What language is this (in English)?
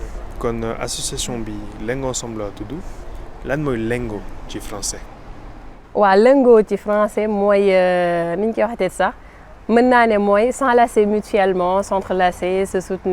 Wolof